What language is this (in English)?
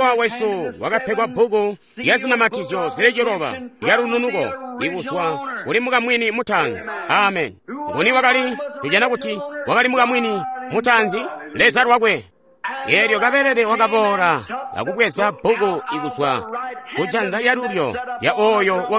Tonga (Zambia)